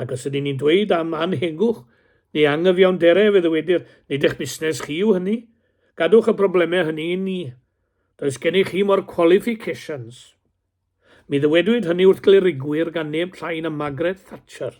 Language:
Welsh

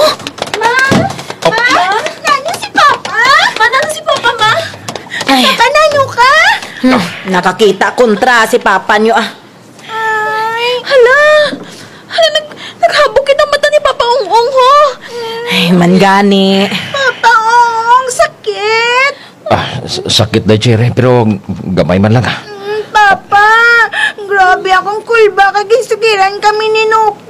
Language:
Kinaray-a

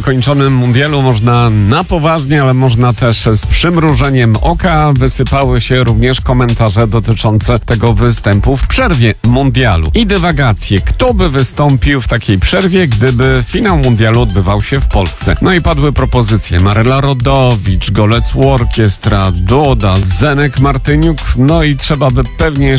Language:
Polish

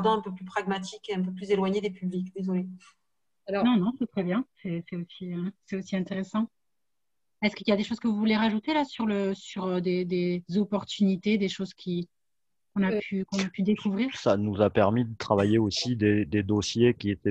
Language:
French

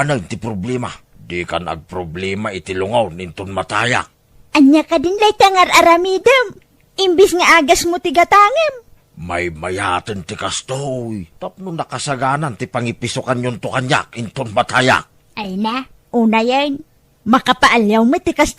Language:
Iloko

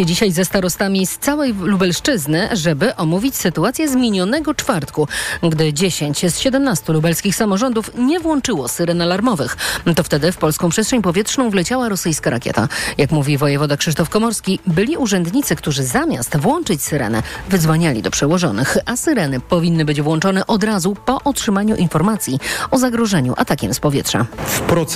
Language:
Polish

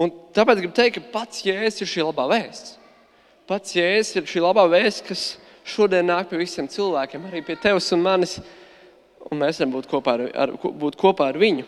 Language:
Latvian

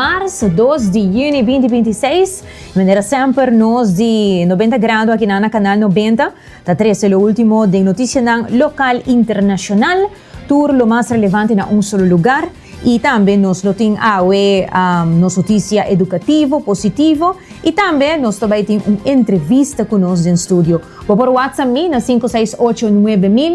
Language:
Papiamento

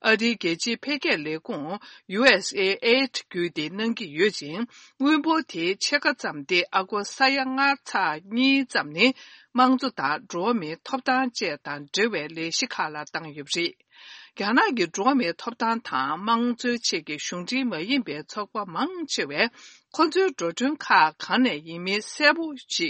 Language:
Tibetan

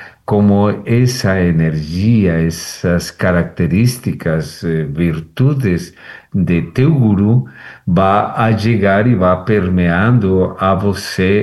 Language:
Portuguese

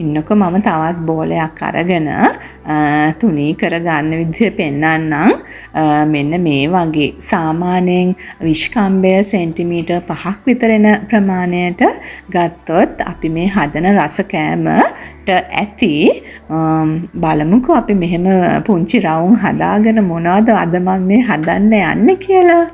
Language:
Sinhala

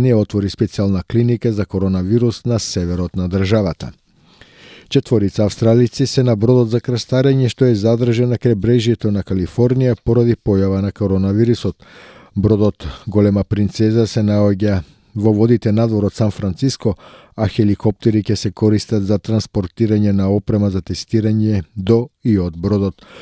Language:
Macedonian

